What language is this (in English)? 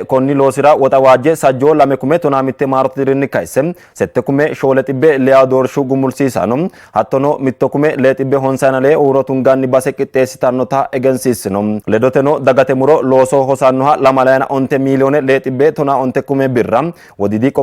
Sidamo